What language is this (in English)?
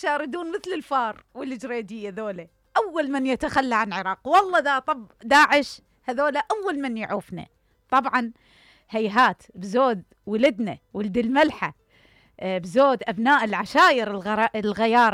Mesopotamian Arabic